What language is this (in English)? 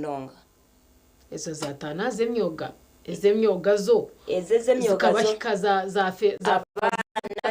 Nyankole